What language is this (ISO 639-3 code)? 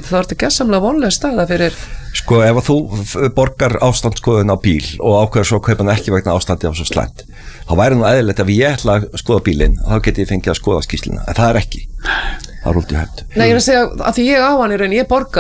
isl